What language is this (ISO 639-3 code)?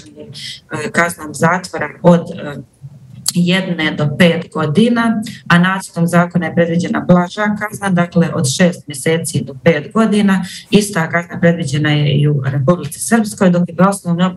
bos